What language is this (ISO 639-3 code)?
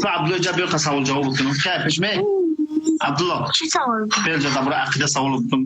tgk